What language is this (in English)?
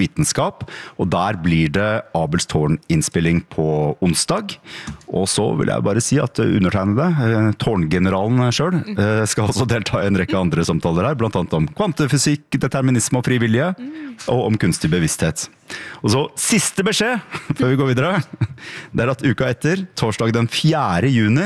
Norwegian